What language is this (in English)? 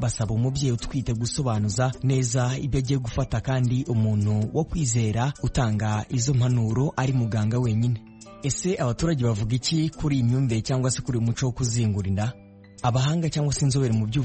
Kinyarwanda